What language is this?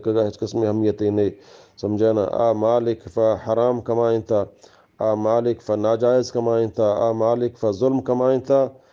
Eastern Balochi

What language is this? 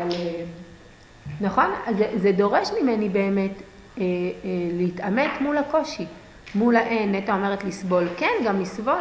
Hebrew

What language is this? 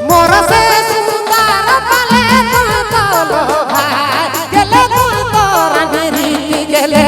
Sadri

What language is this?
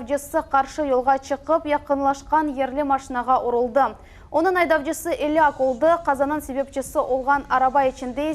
Crimean Tatar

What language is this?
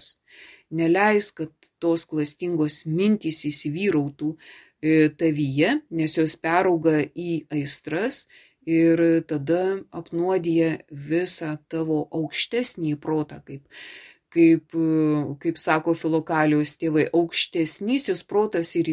Lithuanian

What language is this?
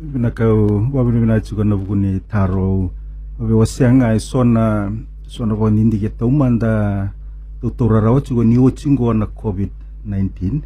Fijian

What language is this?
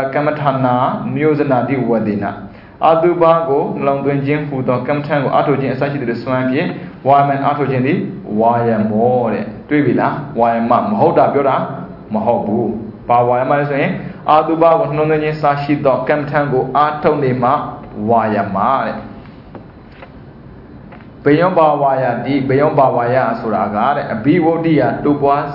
Burmese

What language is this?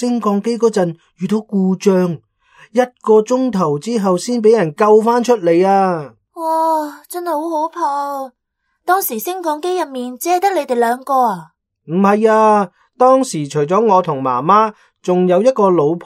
Cantonese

